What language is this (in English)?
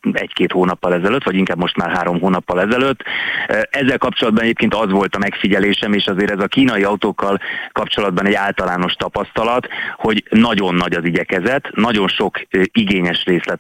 Hungarian